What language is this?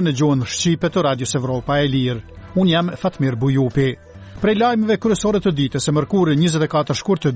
Albanian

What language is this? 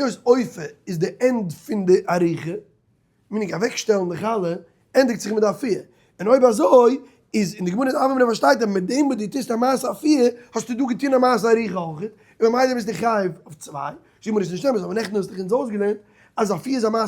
Yiddish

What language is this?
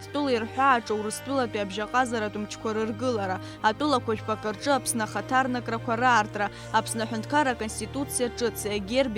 Abkhazian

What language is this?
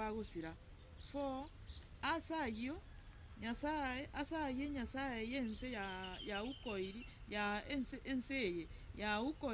Gusii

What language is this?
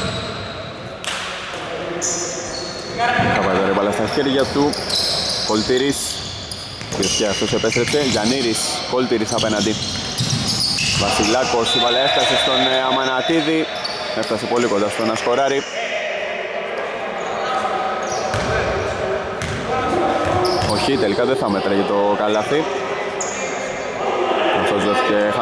Greek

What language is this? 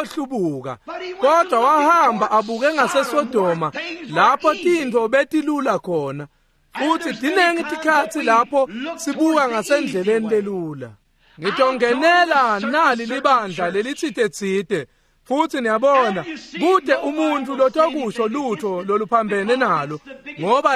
Swati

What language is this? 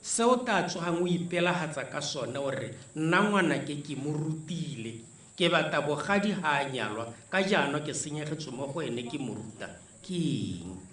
Tswana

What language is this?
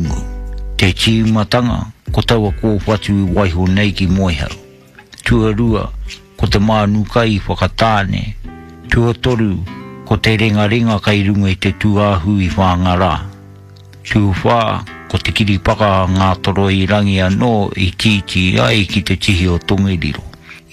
Māori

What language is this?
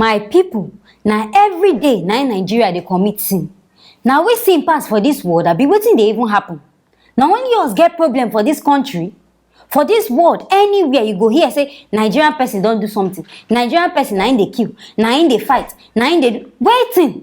Nigerian Pidgin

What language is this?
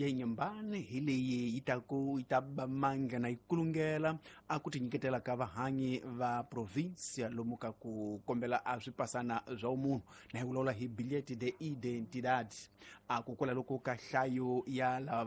Tsonga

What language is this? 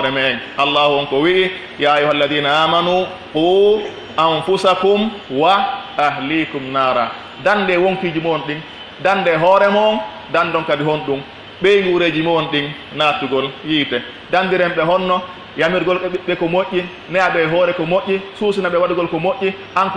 Pular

